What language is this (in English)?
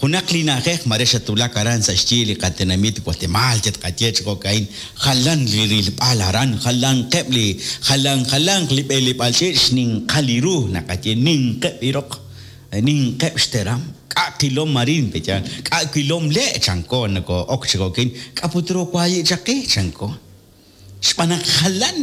Kekchí